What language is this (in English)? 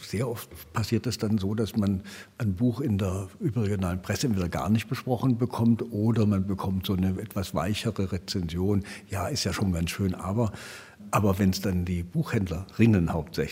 German